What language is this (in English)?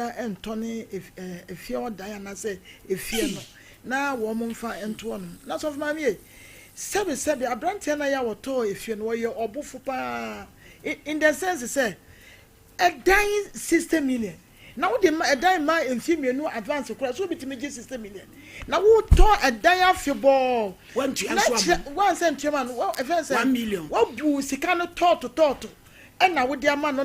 Akan